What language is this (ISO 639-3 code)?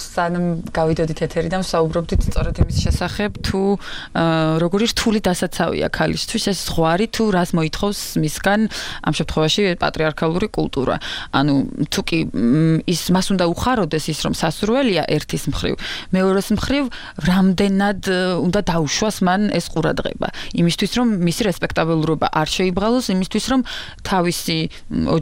kat